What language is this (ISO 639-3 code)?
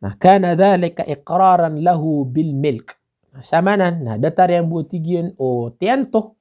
mrw